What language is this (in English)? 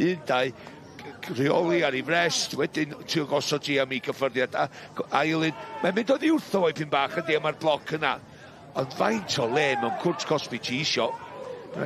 Welsh